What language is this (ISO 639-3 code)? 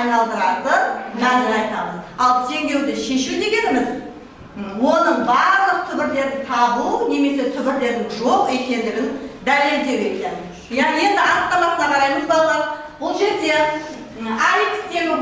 kaz